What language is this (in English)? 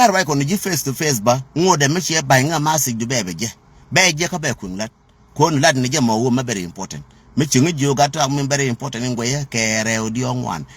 Nuer